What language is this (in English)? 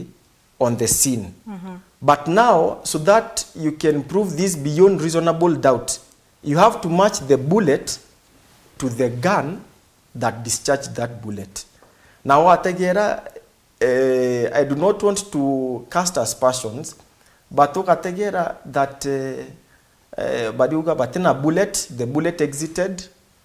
Meru